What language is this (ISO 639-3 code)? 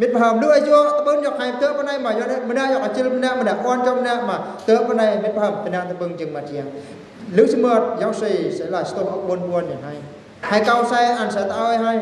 bru